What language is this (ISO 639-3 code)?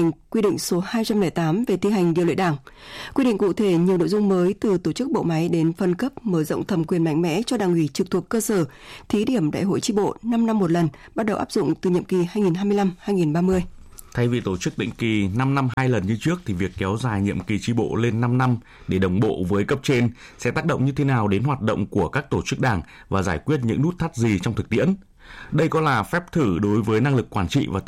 vie